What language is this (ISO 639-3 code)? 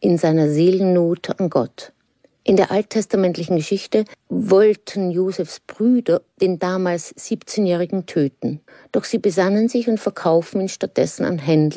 deu